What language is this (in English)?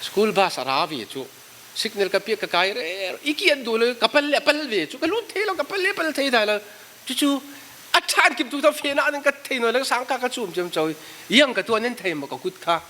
Falam Chin